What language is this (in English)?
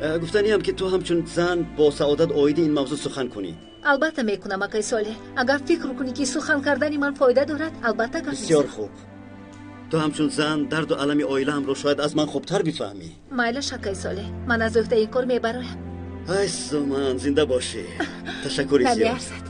Tajik